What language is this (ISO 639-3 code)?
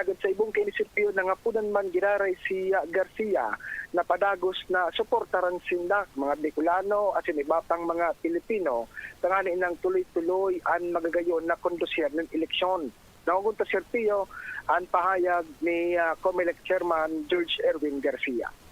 bik